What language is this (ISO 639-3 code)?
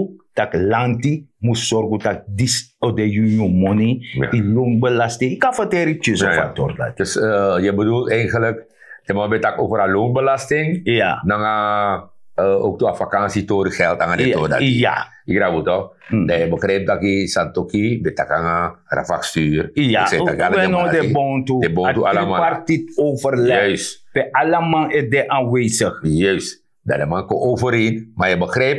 srn